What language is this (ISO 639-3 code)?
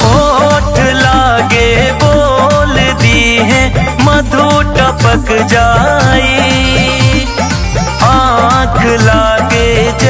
bho